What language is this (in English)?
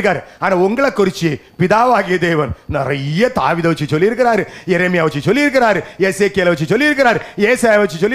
Tamil